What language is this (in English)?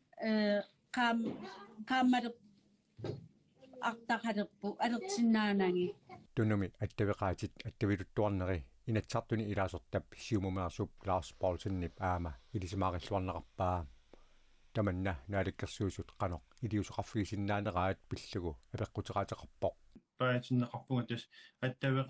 Kalaallisut